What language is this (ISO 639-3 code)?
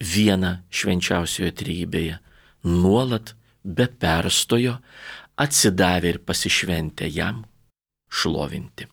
lit